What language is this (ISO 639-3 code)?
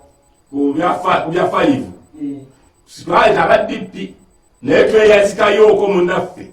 lug